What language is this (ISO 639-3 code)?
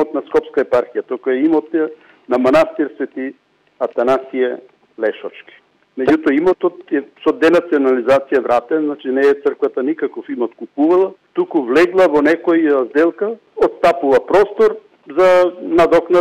mkd